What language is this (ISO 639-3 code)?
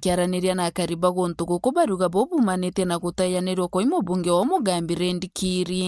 mer